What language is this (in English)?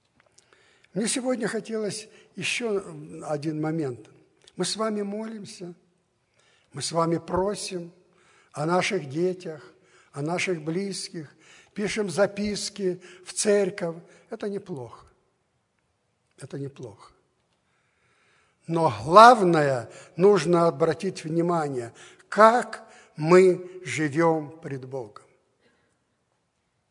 Russian